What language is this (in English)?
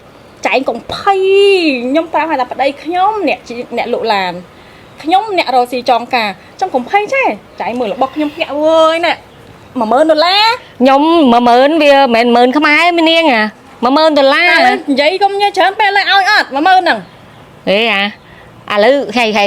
Khmer